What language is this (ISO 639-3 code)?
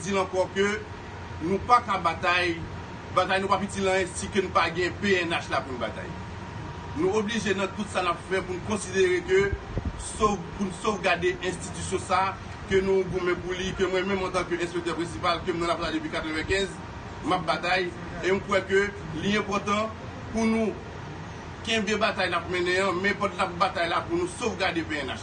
hat